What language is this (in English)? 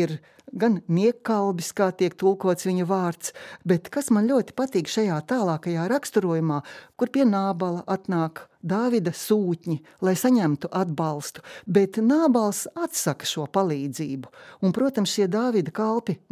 Latvian